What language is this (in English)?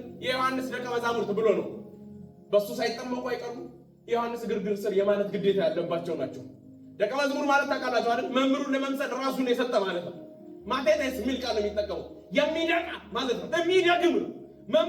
Amharic